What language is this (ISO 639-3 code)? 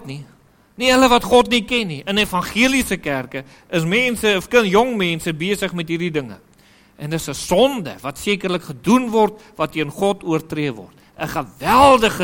afr